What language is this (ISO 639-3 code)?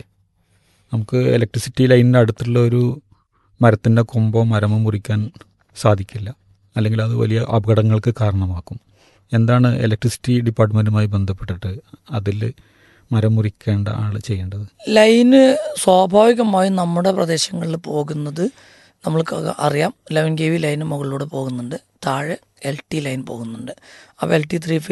mal